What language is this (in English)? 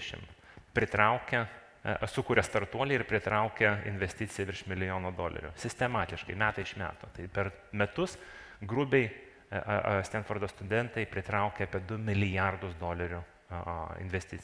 Lithuanian